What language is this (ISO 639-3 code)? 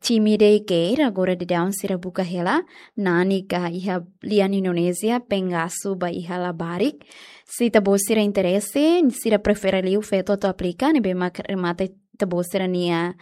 tet